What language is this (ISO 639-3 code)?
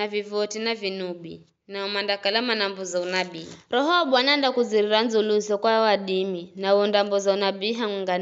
nyf